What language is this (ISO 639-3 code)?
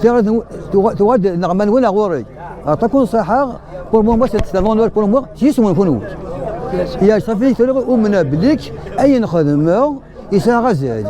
kab